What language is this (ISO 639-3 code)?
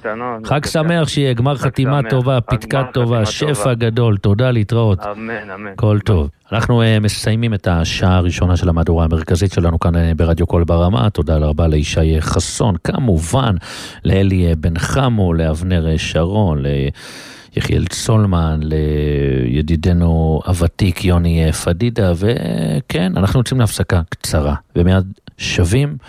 heb